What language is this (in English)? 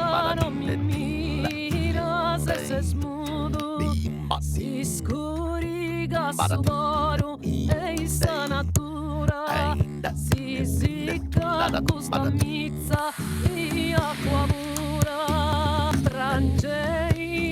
Sardinian